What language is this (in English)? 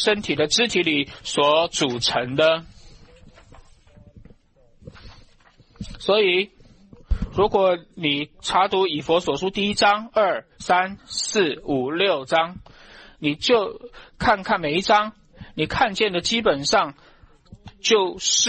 Chinese